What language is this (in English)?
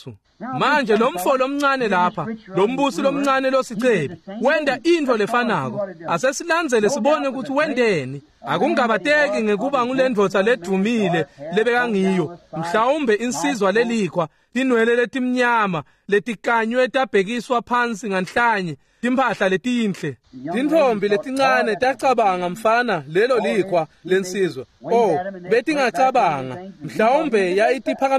Swati